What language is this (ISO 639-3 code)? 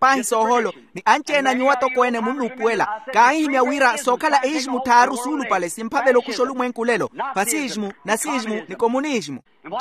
vmw